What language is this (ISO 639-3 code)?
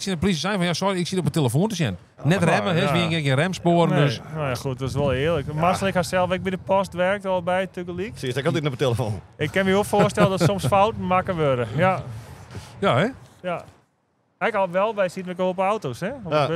fry